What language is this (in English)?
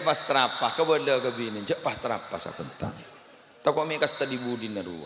Madurese